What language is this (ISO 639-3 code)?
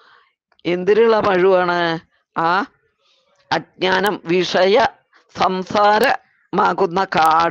mal